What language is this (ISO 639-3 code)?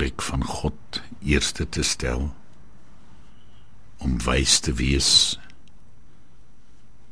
afr